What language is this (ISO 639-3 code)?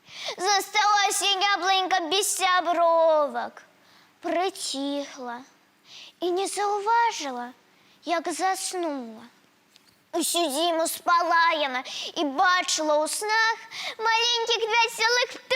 bel